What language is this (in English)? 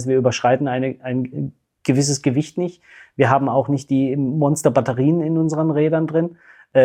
German